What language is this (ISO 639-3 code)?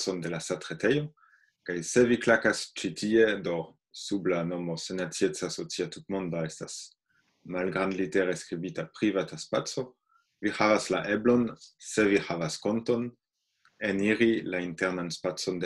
epo